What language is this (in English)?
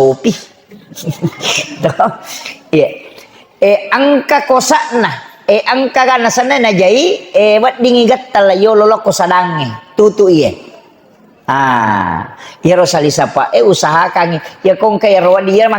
Buginese